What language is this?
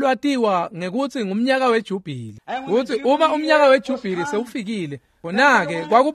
Swati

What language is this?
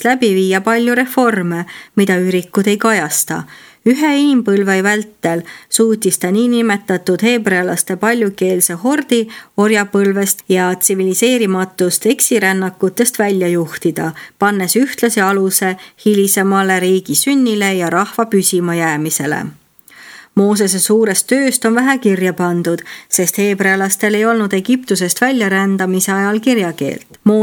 Estonian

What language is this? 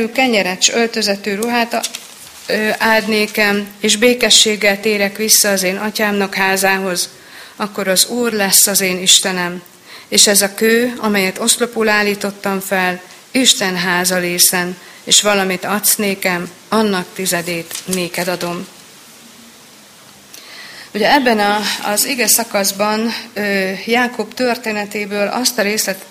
Hungarian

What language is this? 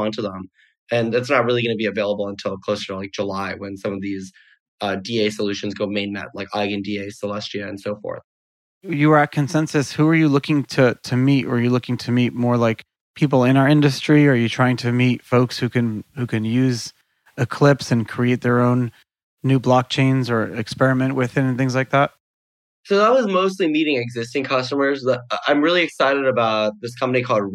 English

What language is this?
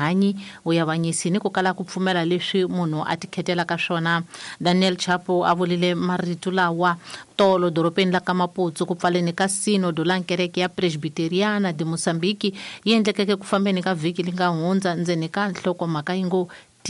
Tsonga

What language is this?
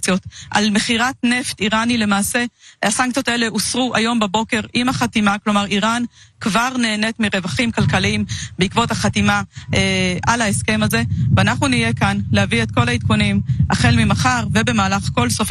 Hebrew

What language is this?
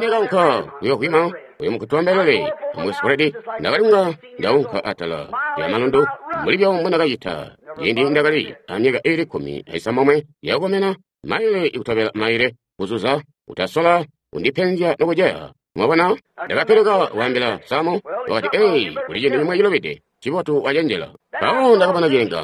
Tonga (Zambia)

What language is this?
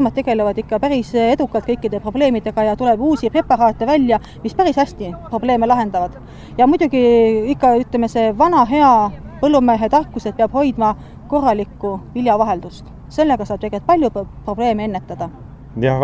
Estonian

